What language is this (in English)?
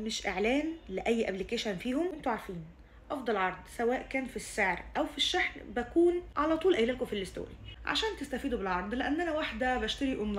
Egyptian Arabic